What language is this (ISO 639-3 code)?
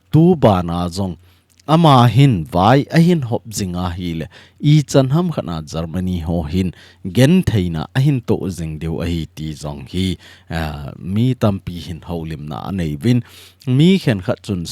tcz